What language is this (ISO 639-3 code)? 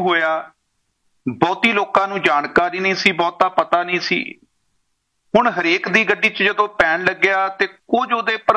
pan